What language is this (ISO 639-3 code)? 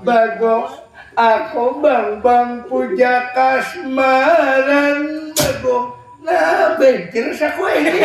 bjn